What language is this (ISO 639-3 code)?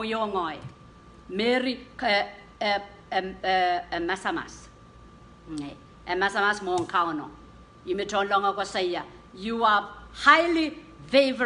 pon